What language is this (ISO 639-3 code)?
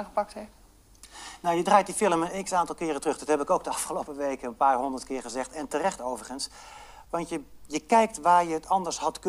nld